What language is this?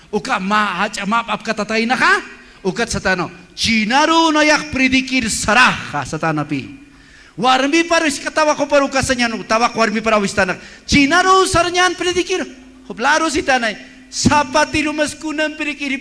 Aymara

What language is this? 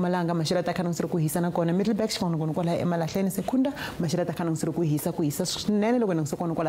Tsonga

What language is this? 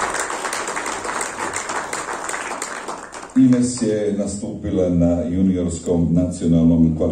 Croatian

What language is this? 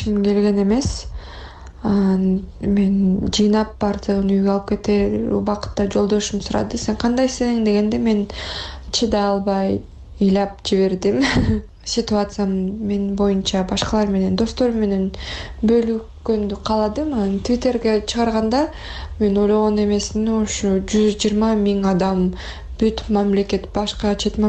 Kyrgyz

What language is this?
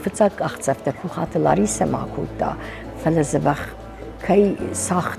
Ossetic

